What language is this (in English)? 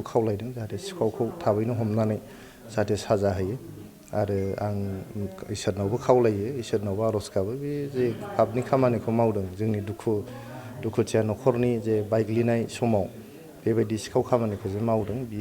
Bodo